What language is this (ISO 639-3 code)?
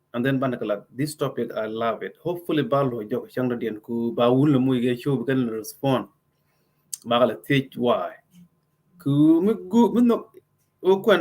nus